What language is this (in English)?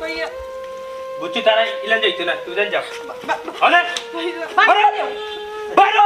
Sylheti